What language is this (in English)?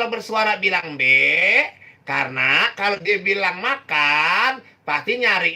Betawi